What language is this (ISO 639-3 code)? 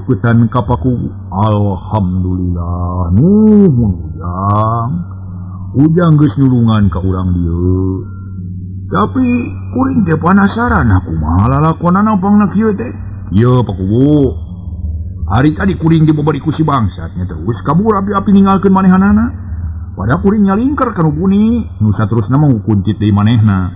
sun